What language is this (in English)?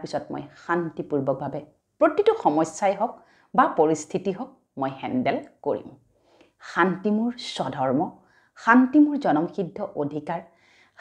Assamese